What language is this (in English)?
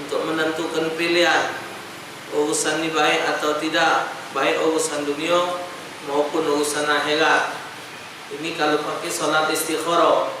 Musi